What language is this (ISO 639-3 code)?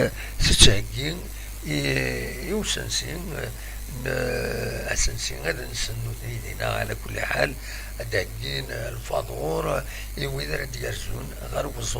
kab